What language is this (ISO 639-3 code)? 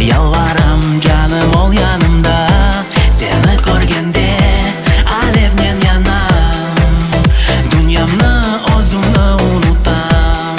crh